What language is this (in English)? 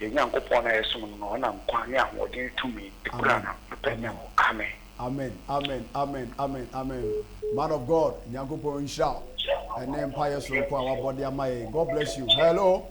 Akan